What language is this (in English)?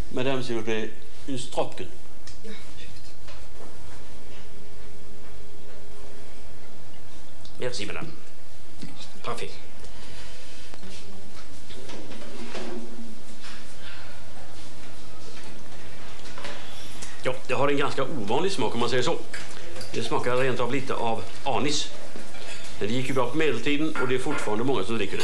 Swedish